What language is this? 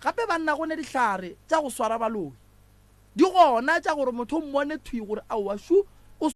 Northern Sotho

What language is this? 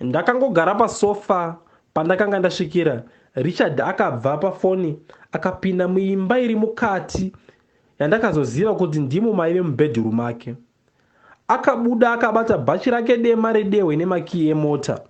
Shona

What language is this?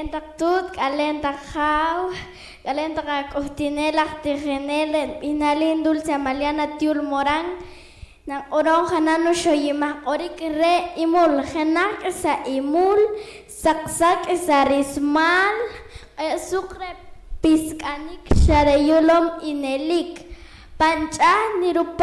Poqomchi'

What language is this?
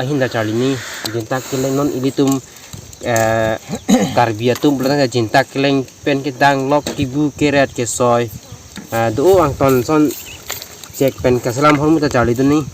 Karbi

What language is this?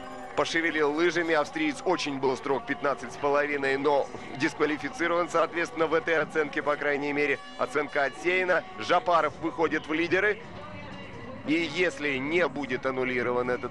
Russian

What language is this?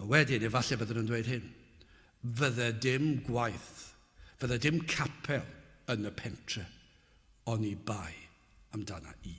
Welsh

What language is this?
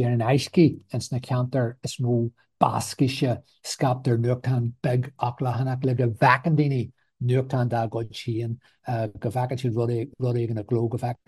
Irish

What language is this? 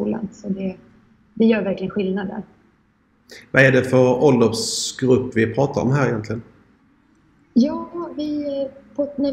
Swedish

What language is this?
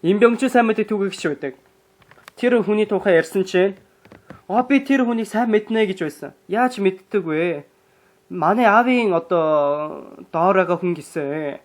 Mongolian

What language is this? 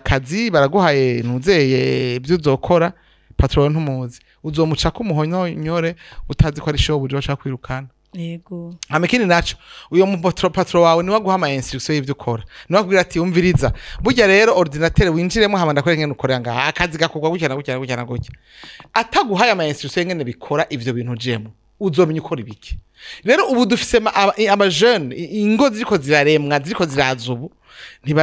Rundi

